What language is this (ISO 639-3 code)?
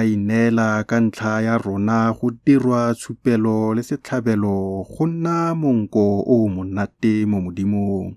tsn